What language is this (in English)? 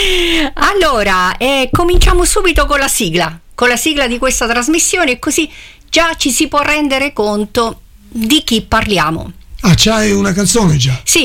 Italian